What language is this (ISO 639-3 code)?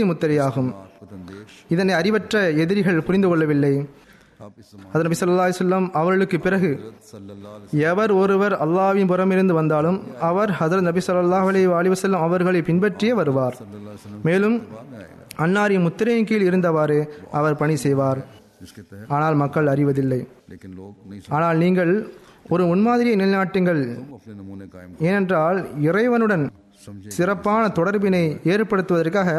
tam